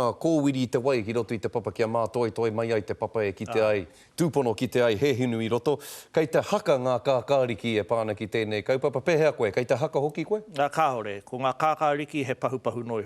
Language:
Māori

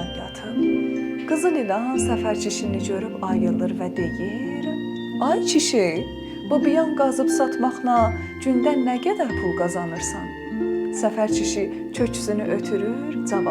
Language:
South Azerbaijani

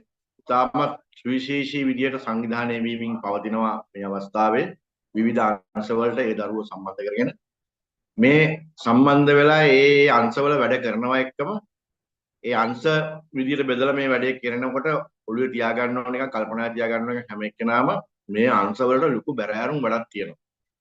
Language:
Sinhala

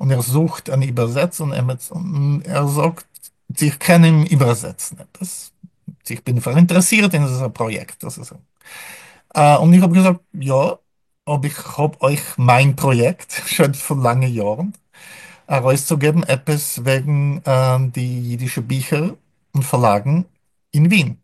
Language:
Yiddish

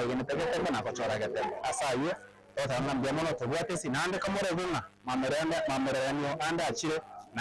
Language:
Gusii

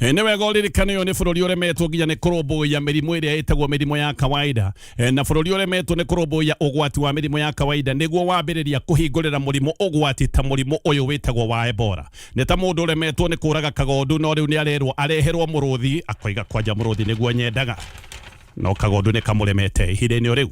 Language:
Kikuyu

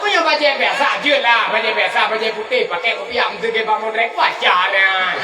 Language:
Achinese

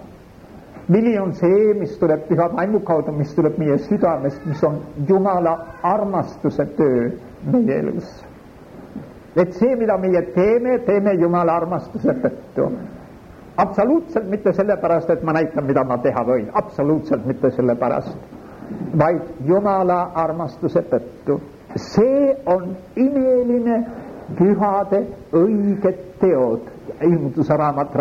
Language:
Estonian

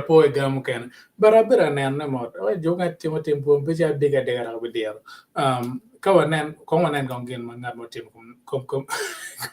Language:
Acoli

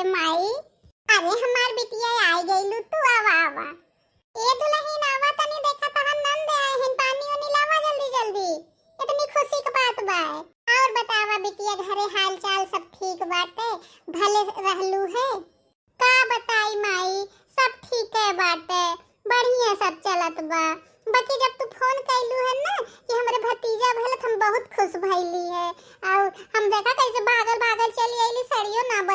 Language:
Bhojpuri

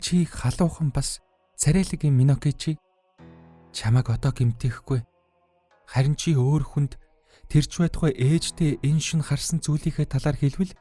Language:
Mongolian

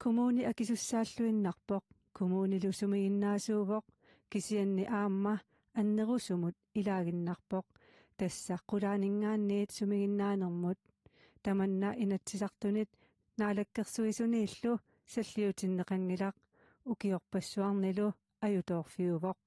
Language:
Kalaallisut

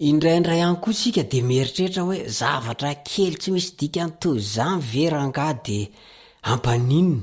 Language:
Malagasy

